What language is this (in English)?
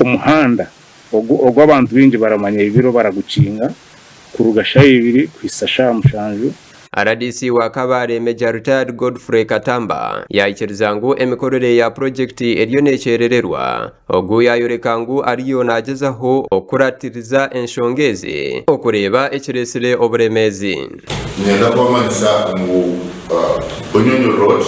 Nyankole